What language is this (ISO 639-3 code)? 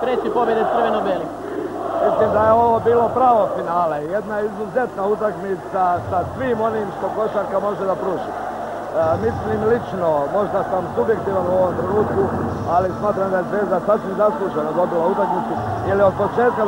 srp